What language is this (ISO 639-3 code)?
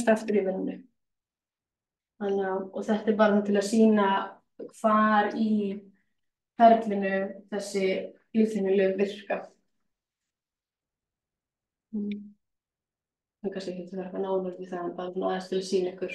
isl